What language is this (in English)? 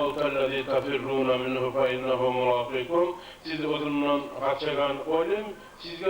Kumyk